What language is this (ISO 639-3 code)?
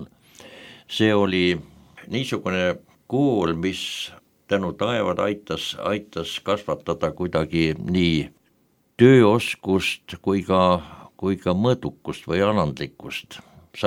est